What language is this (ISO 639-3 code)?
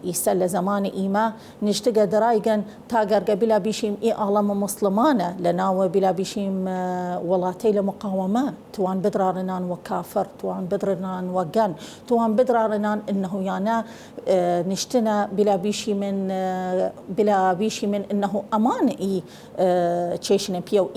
sdh